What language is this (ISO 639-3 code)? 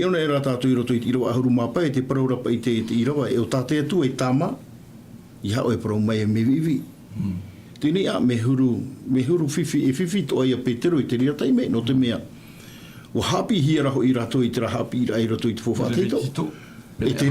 tah